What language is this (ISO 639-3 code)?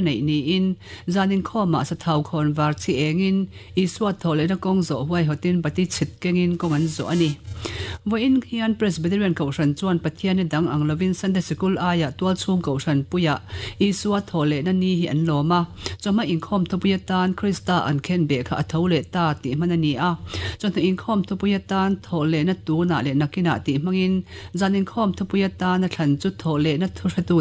lus